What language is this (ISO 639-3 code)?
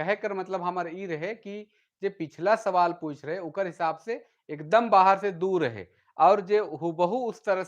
sck